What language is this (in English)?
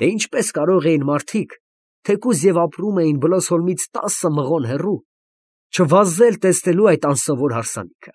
Armenian